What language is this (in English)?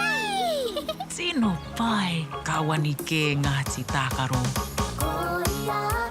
Māori